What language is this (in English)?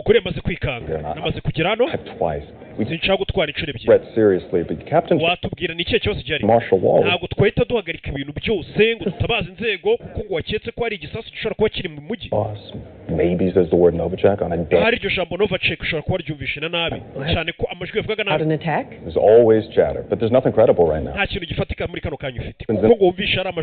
Kinyarwanda